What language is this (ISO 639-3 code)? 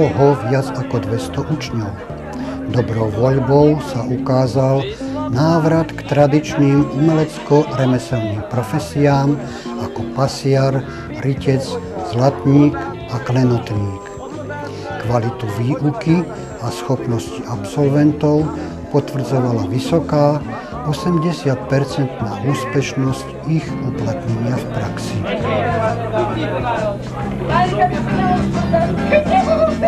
slk